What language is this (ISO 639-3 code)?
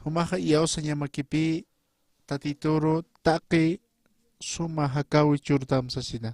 aym